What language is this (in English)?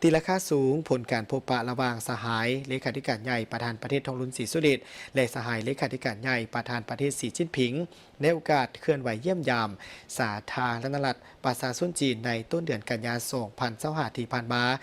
Lao